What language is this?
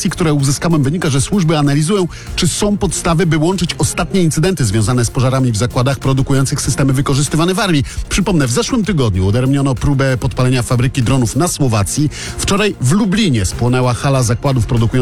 Polish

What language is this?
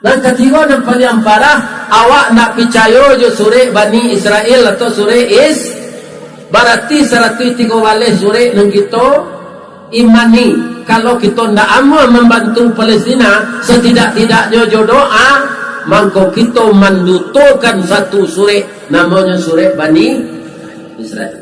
Minangkabau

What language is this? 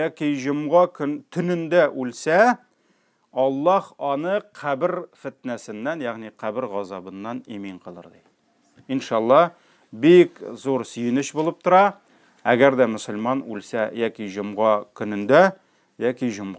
Tatar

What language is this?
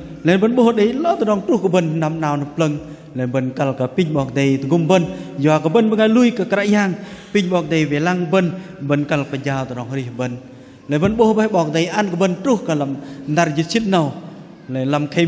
Bahnar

